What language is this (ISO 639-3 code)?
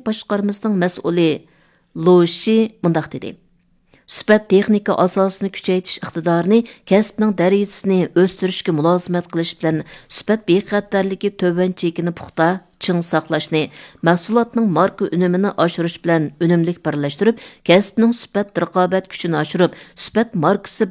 uig